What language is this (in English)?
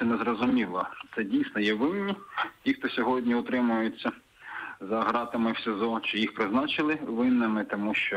Ukrainian